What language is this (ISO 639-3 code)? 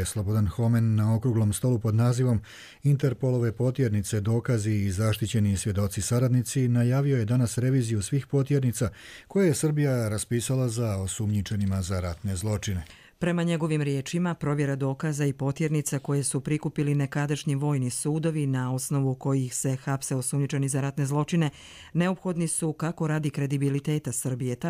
hrv